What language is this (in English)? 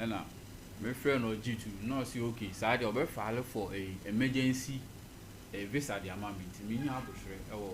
Akan